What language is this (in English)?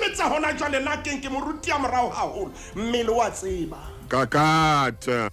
Southern Sotho